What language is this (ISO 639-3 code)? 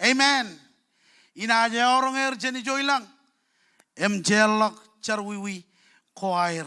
mah